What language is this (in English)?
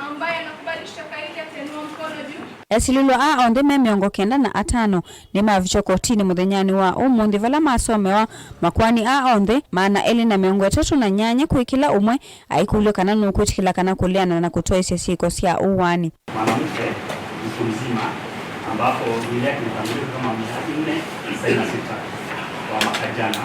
Kamba